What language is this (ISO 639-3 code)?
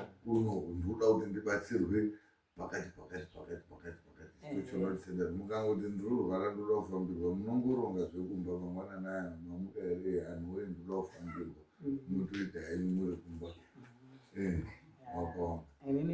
sna